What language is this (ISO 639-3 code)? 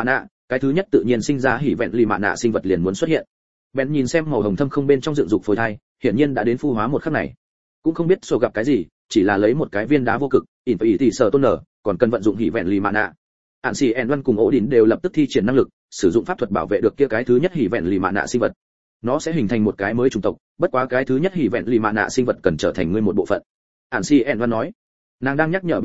vie